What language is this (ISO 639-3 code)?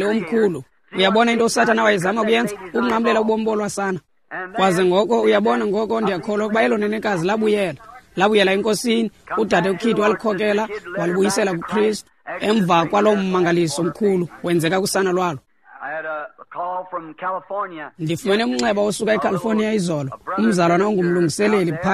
xho